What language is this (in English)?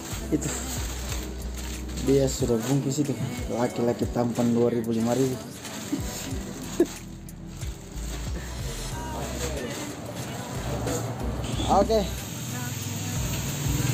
Indonesian